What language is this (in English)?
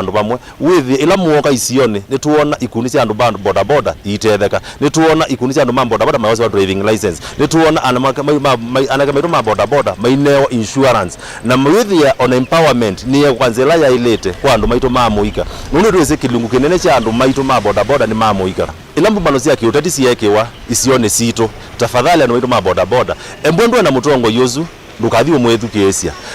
Kamba